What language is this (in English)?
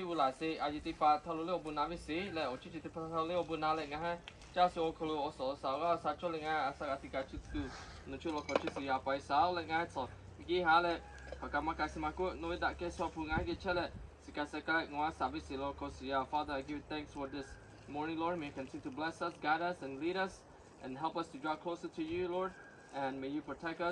Lahu